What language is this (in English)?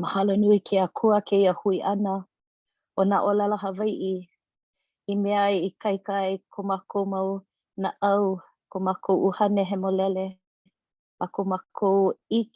Hawaiian